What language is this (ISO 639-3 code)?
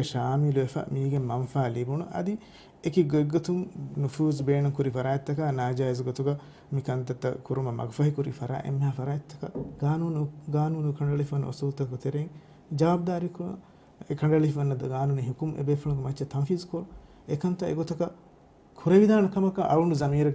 div